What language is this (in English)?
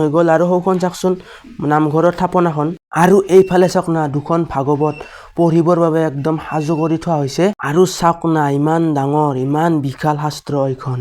Assamese